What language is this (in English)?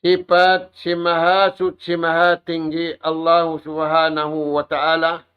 Tausug